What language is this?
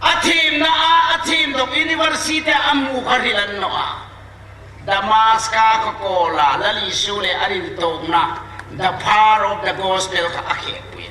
Hmar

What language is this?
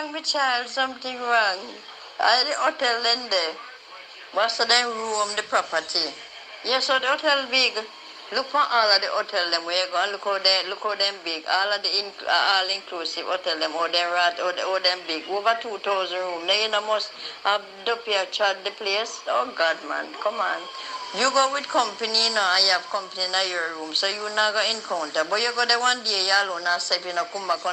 Jamaican Creole English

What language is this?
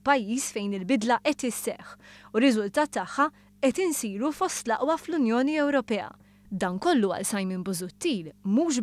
Maltese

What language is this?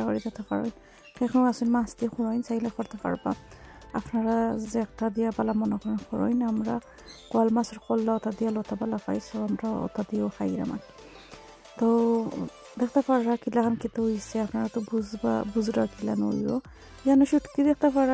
Sylheti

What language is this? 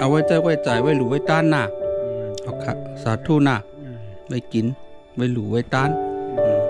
Shan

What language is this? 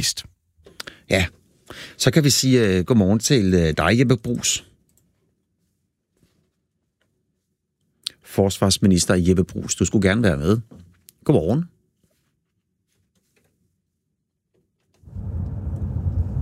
Danish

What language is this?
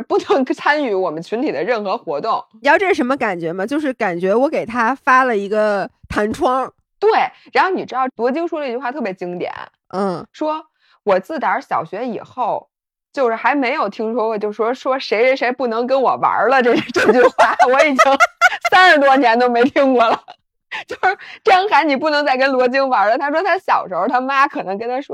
Chinese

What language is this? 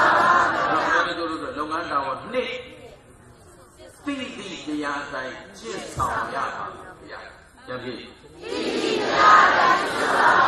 Burmese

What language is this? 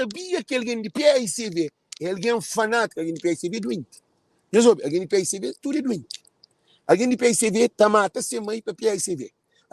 Kabuverdianu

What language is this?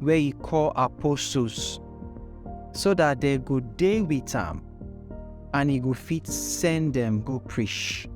Nigerian Pidgin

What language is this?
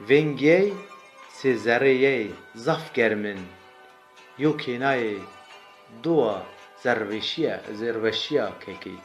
Zaza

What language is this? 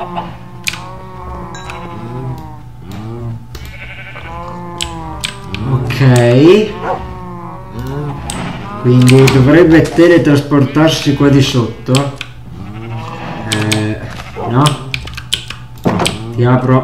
Italian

